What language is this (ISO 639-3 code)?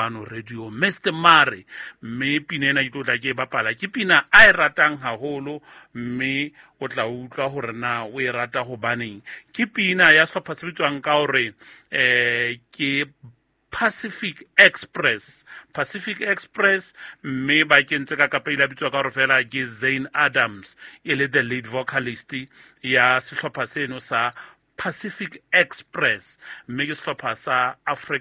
sot